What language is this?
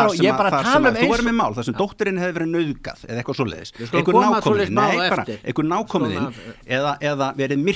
Icelandic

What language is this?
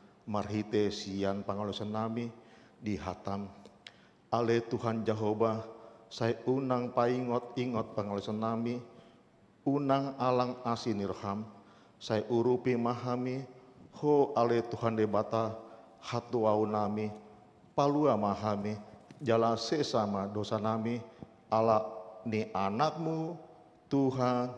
Batak Toba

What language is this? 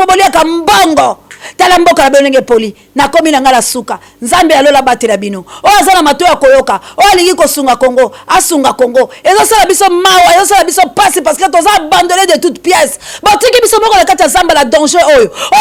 Lingala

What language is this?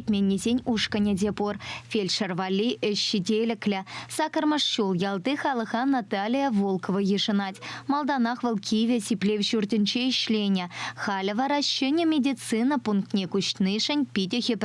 Chuvash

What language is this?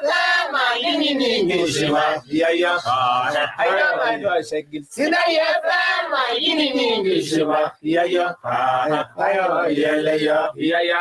Masai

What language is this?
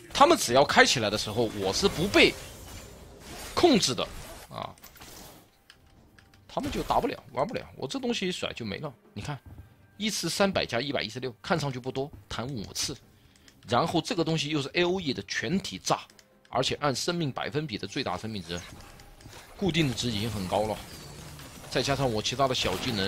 Chinese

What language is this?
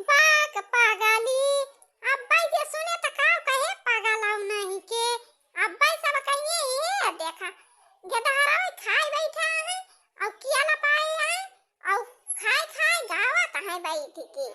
Awadhi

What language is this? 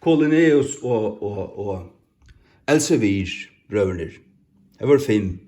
Faroese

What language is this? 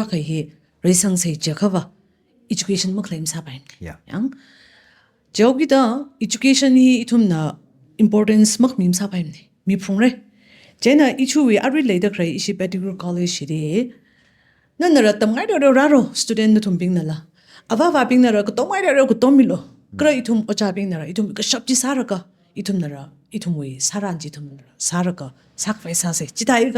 Tangkhul Naga (India)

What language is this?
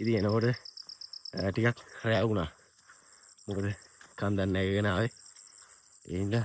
Sinhala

